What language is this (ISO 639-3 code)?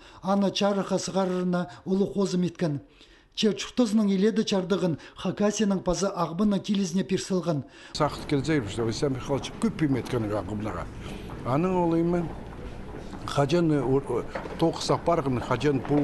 kjh